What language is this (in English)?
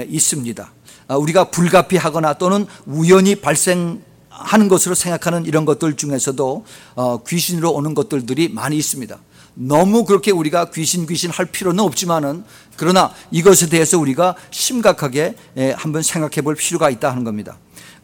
Korean